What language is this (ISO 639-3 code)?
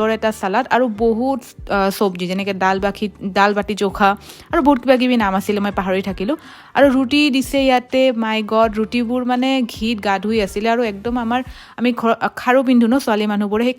asm